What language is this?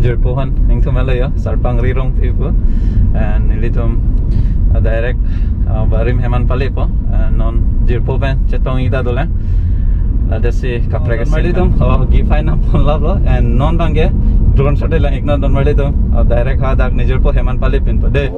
Karbi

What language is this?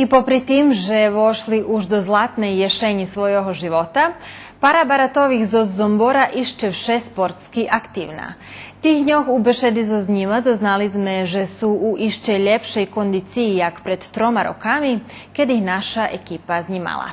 Rusyn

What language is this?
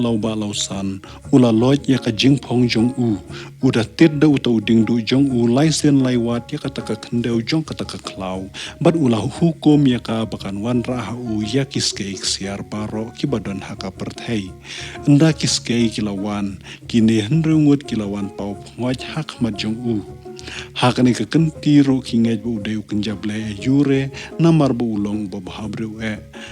Khasi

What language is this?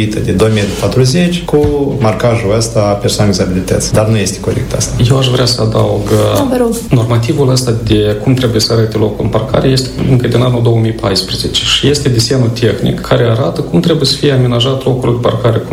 Romanian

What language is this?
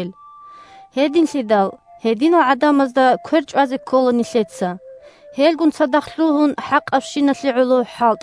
Avaric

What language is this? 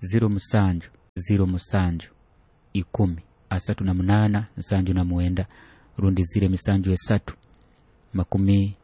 Nyoro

